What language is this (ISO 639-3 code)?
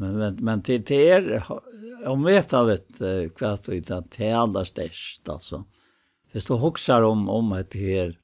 fao